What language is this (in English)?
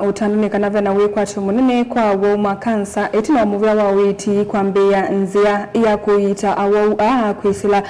Kamba